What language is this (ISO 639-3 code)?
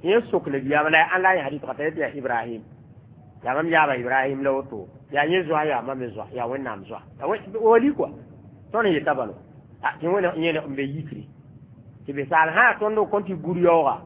mos